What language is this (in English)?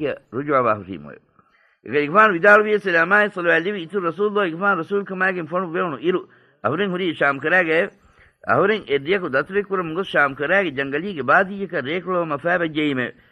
Divehi